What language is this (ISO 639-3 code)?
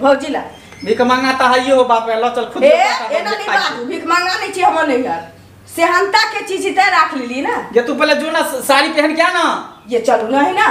mai